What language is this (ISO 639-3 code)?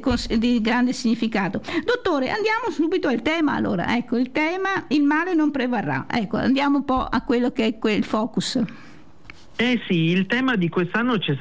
ita